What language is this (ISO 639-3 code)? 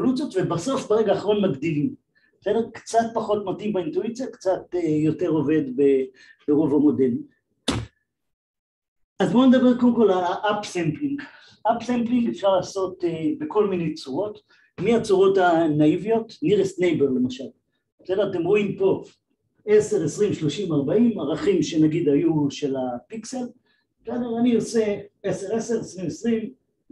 heb